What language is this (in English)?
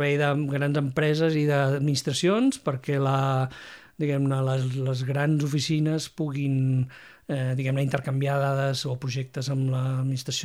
Catalan